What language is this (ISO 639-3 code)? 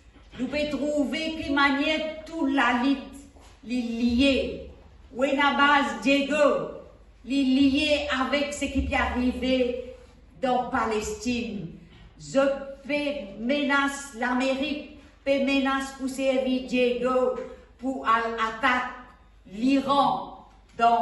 mfe